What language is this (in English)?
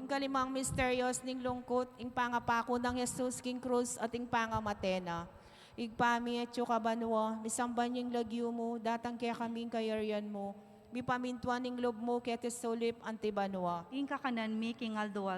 Pampanga